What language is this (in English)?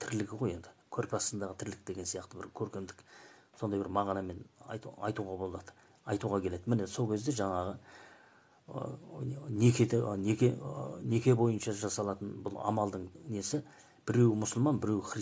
Kazakh